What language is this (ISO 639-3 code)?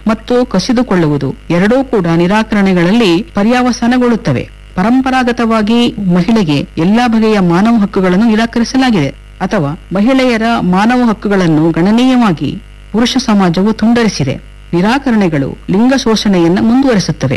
kan